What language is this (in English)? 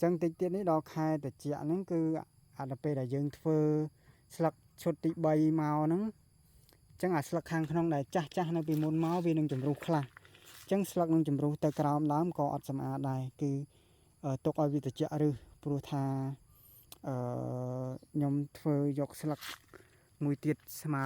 Khmer